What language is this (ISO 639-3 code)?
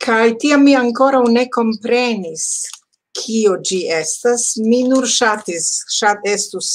epo